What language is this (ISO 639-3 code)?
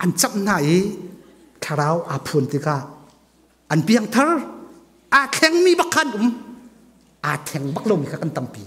cnh